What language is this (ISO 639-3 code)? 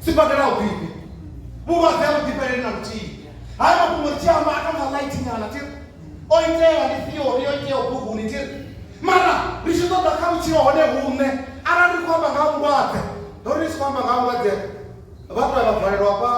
ven